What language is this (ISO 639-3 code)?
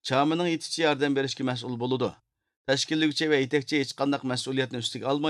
uig